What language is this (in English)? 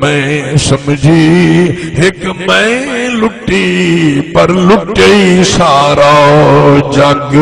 Saraiki